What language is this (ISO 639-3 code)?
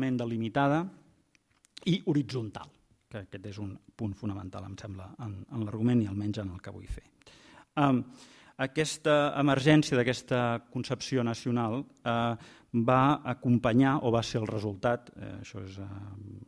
cat